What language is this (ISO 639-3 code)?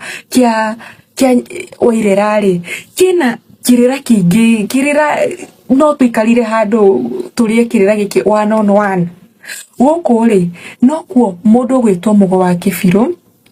kik